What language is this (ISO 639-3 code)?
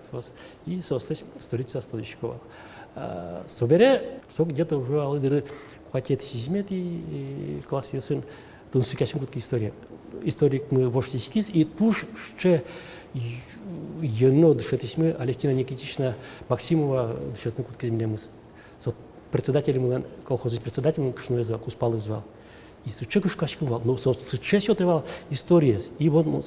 udm